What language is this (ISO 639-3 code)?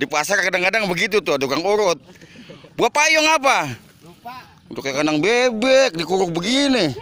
bew